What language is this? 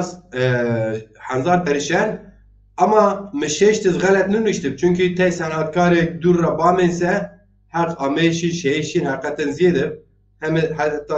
Zaza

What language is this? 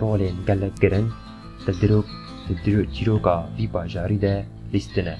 Kurdish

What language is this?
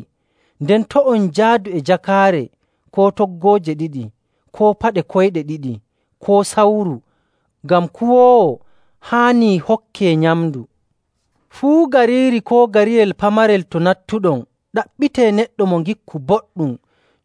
Nigerian Fulfulde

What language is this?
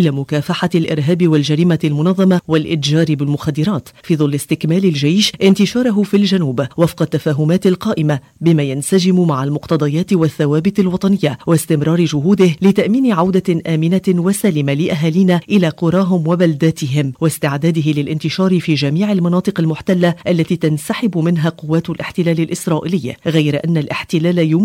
Arabic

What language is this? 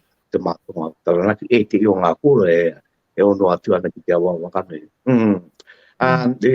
Māori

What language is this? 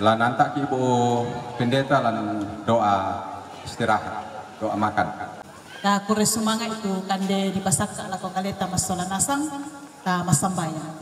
Toraja-Sa'dan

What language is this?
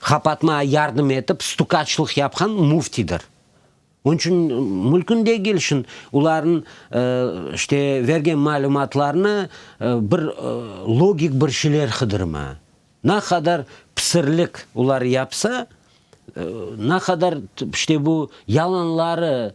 Crimean Tatar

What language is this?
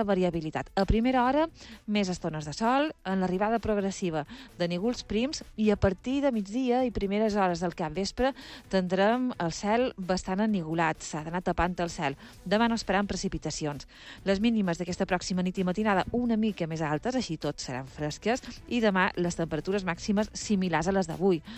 Catalan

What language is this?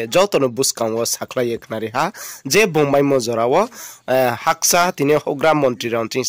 Riang (India)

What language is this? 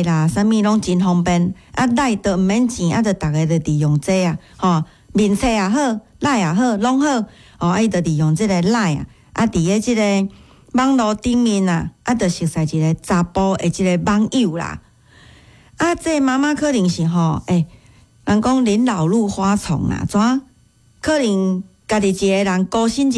Min Nan Chinese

